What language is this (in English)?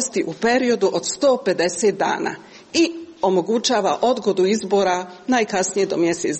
Croatian